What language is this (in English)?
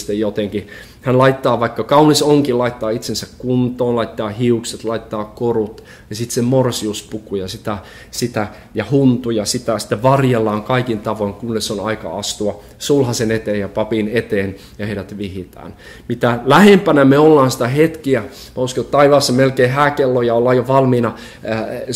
Finnish